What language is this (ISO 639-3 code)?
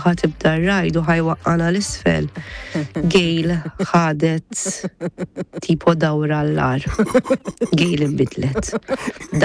mlt